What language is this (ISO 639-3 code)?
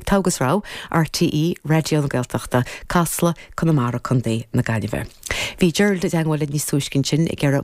gle